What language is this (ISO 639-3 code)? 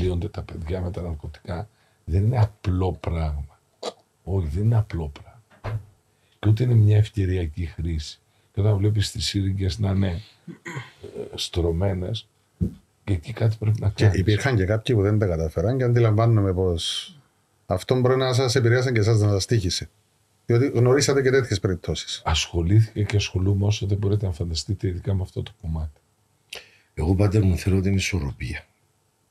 ell